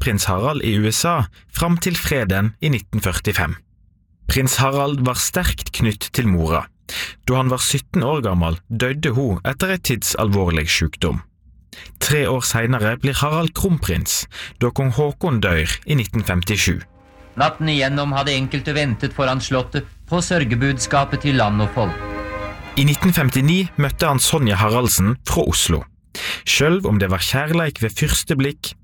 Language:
Norwegian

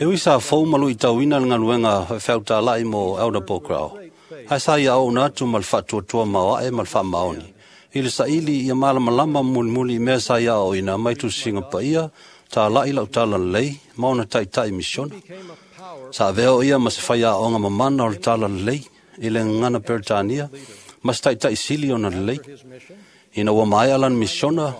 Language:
Samoan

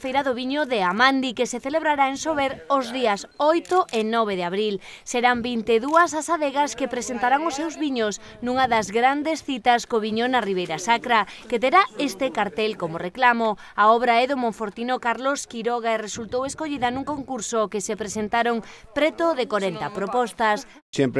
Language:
Galician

